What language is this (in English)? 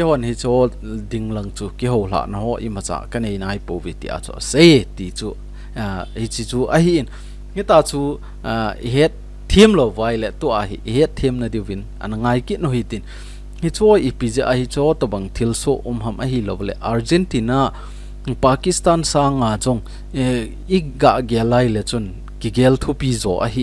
Thado Chin